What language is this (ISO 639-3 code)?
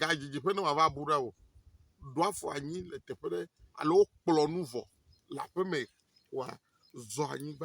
ewe